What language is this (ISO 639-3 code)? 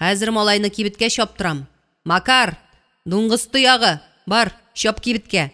tat